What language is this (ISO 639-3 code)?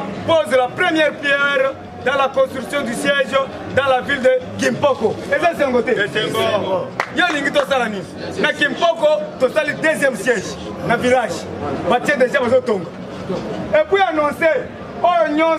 lin